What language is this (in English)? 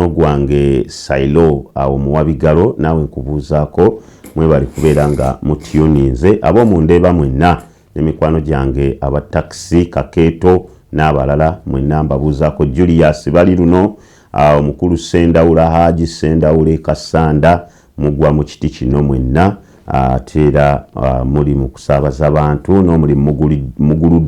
Ganda